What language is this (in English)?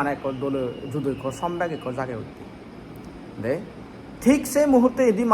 Chakma